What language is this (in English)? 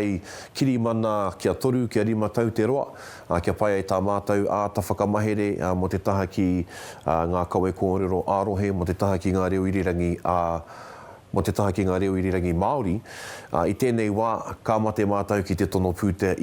Māori